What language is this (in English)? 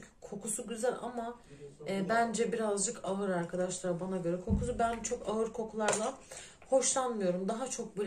Turkish